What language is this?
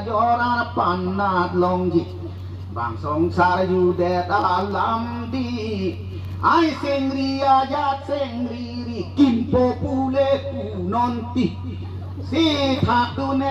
Karbi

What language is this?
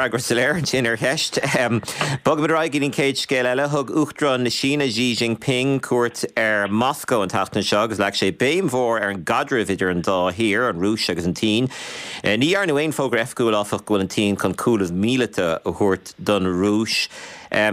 Irish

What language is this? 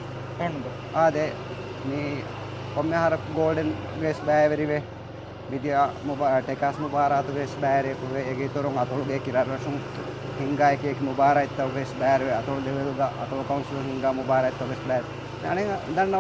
Divehi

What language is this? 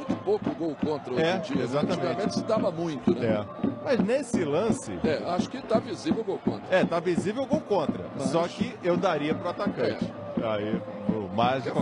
Portuguese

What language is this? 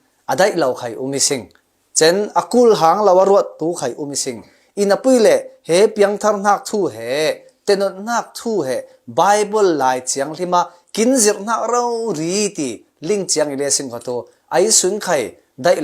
Falam Chin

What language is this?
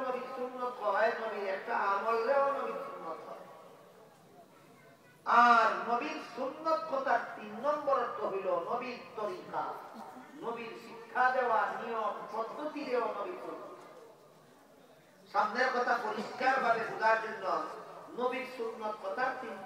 Bangla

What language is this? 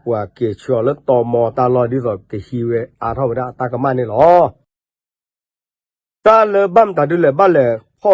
S'gaw Karen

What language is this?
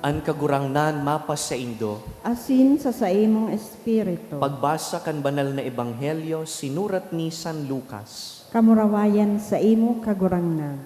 Bikol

